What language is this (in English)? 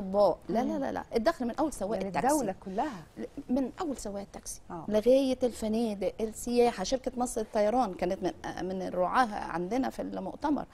Egyptian Arabic